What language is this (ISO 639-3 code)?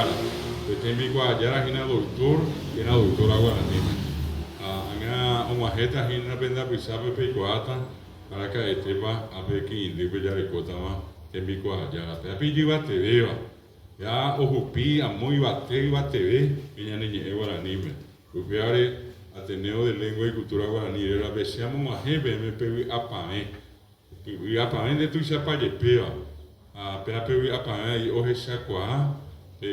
grn